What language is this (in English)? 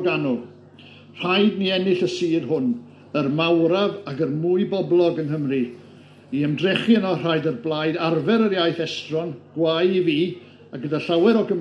Welsh